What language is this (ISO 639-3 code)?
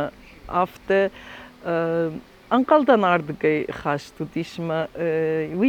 oss